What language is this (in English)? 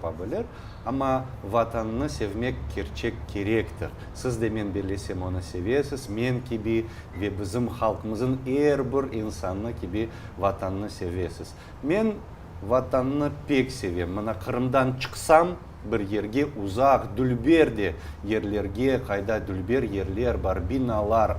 Crimean Tatar